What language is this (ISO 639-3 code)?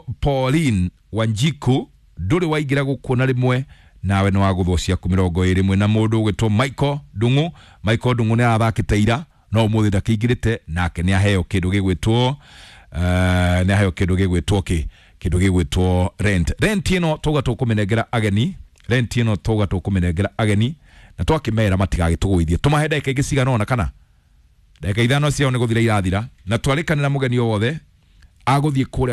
kik